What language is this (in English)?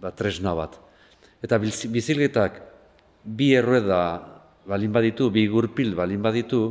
Basque